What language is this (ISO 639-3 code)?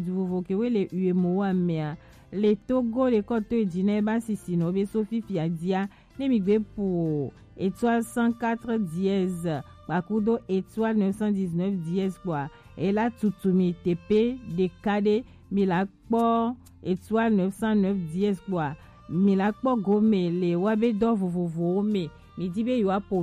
gej